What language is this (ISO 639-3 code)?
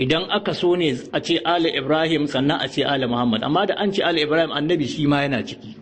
hau